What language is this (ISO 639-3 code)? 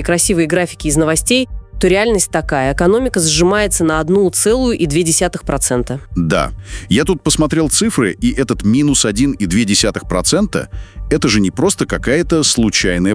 rus